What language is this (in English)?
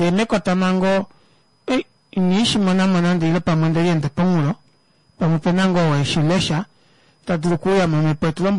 Kuanyama